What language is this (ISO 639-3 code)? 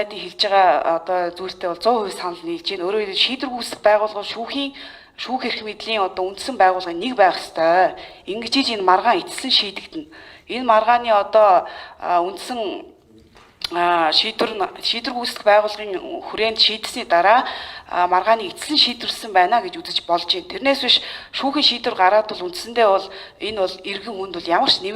mon